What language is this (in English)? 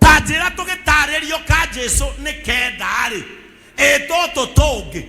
Kikuyu